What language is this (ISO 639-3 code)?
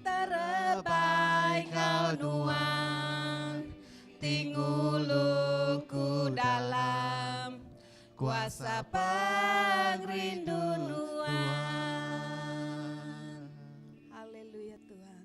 iba